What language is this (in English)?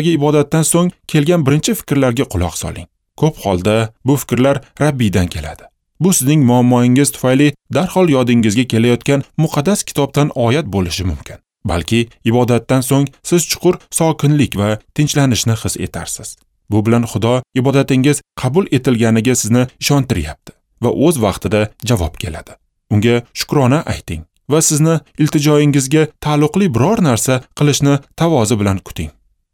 Uzbek